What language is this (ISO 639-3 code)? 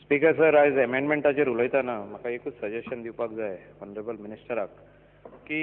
kok